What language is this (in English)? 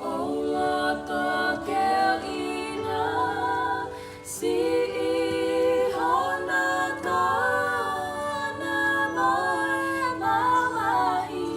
Tongan